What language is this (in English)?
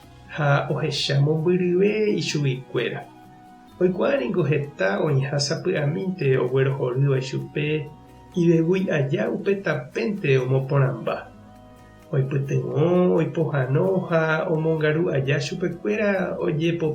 Guarani